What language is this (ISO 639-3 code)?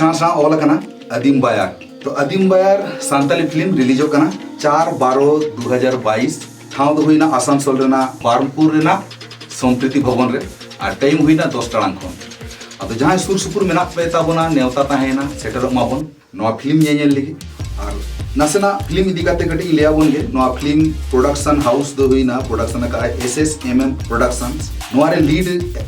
sat